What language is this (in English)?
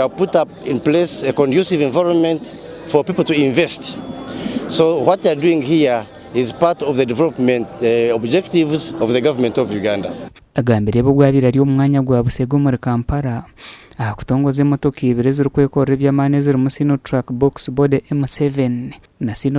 Nyankole